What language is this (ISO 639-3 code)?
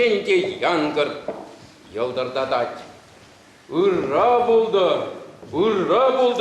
chv